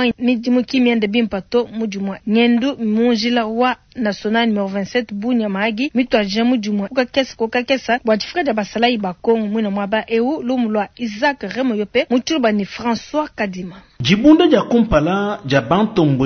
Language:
Luba-Lulua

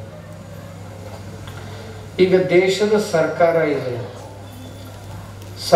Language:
Kannada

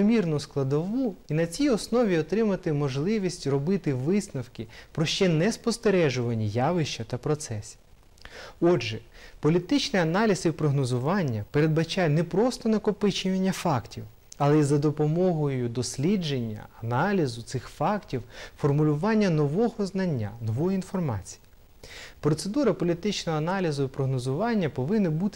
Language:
Ukrainian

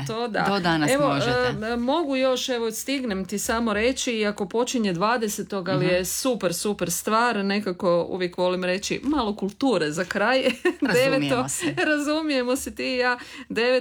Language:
Croatian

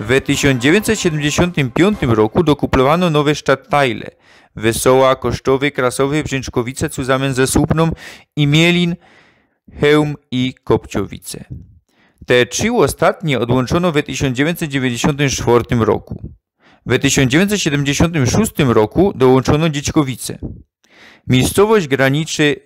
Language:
Silesian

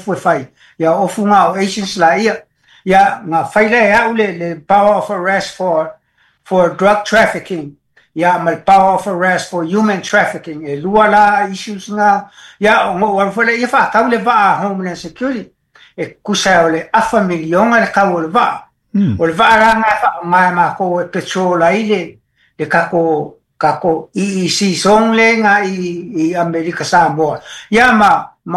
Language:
Samoan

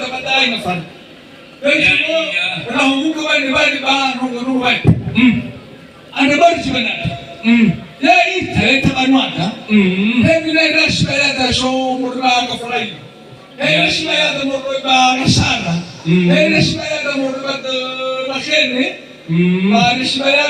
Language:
Nias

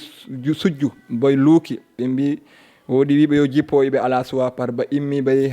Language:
Fula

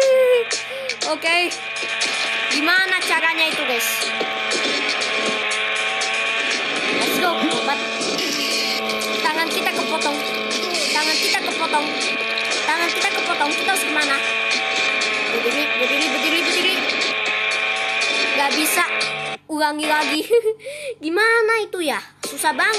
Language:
Indonesian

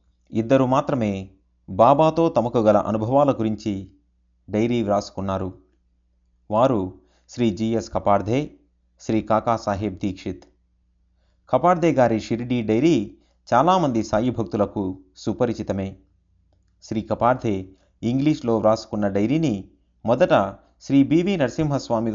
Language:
Telugu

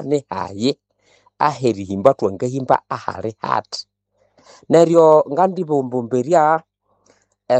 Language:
Nande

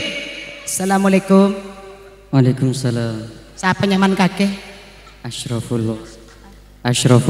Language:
Madurese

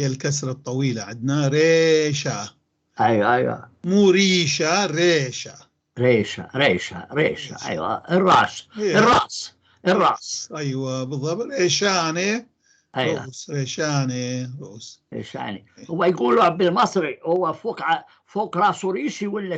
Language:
North Levantine Arabic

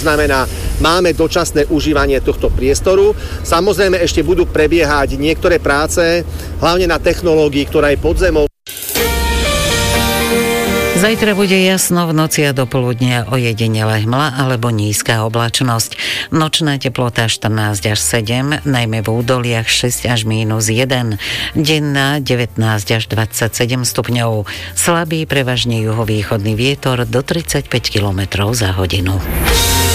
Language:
Slovak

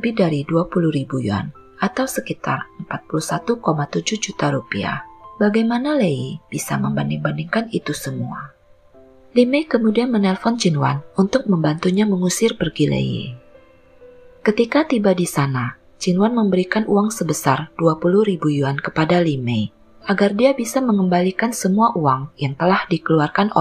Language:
Indonesian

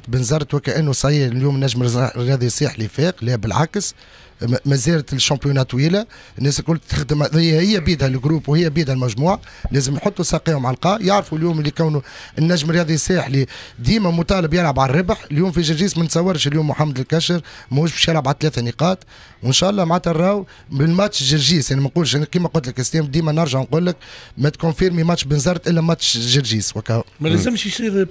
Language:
Tunisian Arabic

